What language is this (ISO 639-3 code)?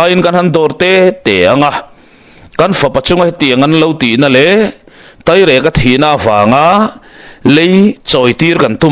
lus